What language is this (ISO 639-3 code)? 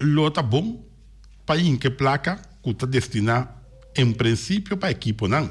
pap